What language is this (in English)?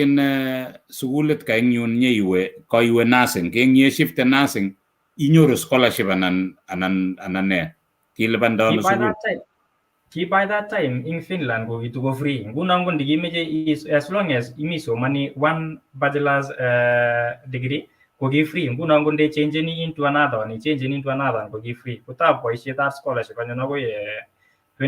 Kalenjin